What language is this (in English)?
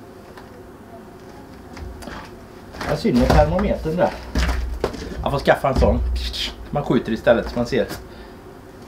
Swedish